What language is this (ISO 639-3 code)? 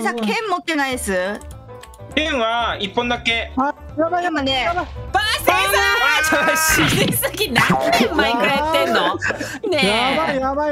jpn